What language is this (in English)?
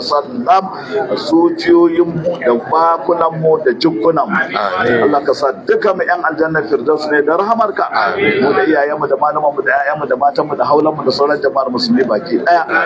Hausa